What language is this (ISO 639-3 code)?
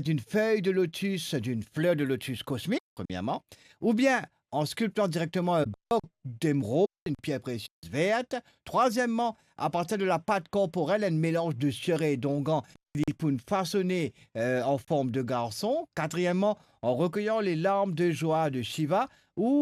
mfe